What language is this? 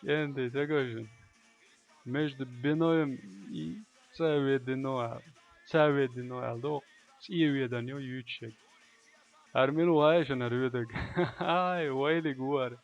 Chechen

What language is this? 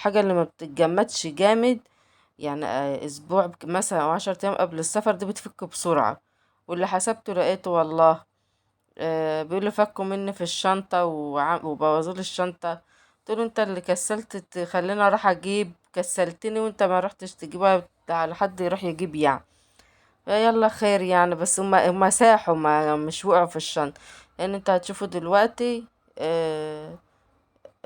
Egyptian Arabic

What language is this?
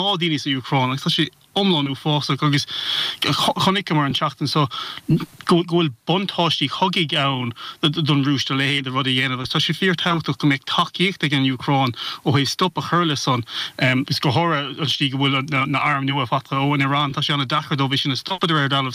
Irish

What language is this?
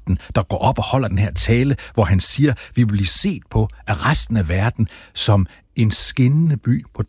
Danish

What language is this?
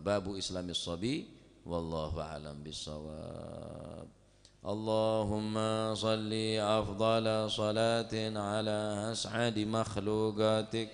Madurese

